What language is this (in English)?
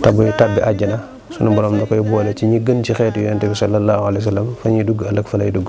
Wolof